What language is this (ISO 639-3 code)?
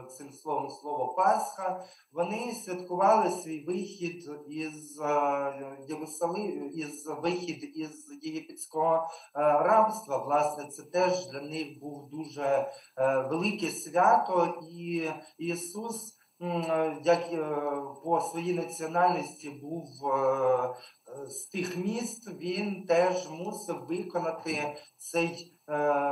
ukr